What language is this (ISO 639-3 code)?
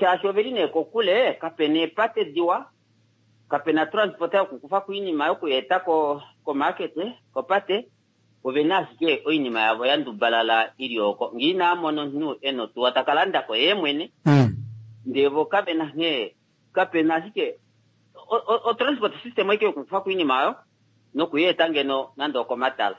kua